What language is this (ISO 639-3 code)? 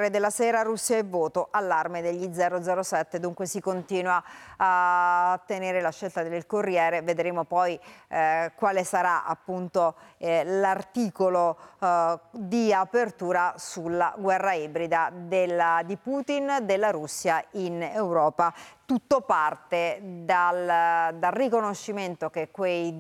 ita